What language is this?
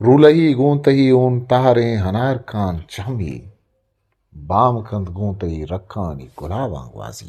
Eastern Balochi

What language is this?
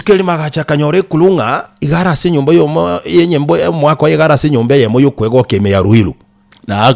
Gusii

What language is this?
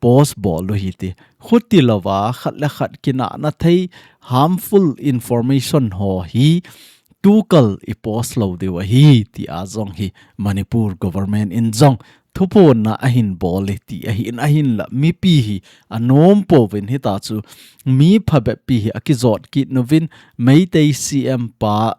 Thado Chin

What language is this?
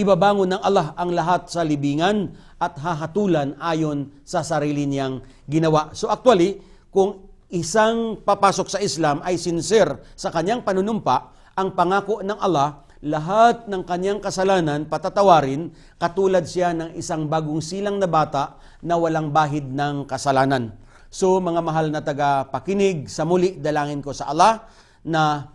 Filipino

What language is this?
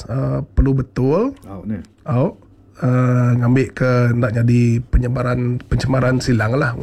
Iban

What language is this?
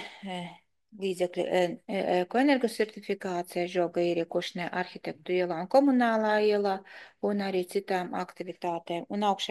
Latvian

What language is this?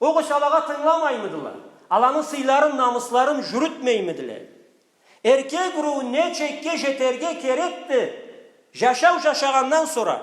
Karachay-Balkar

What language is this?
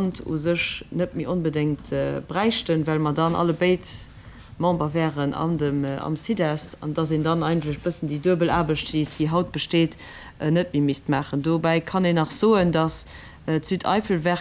Luxembourgish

